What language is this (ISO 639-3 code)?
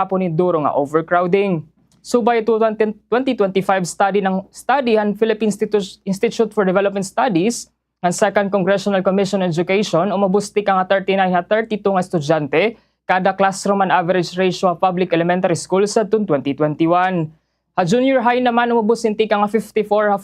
war